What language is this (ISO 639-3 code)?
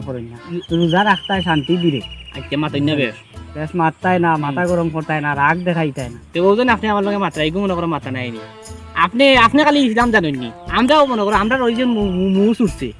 syl